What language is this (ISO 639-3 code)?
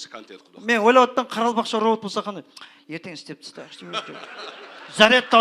kaa